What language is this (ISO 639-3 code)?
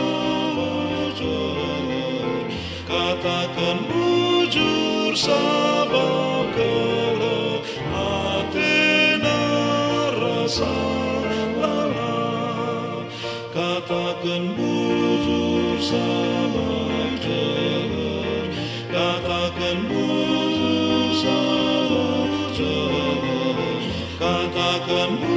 btx